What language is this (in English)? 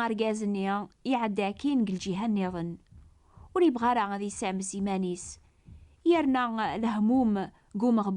Kabyle